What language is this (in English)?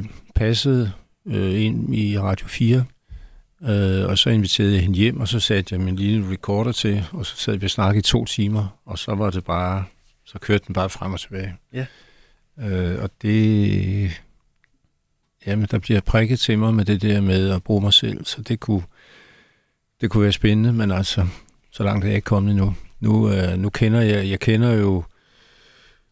Danish